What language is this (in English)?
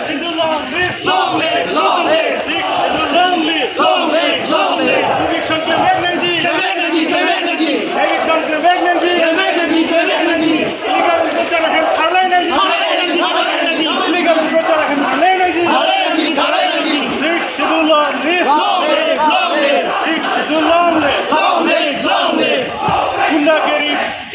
Karbi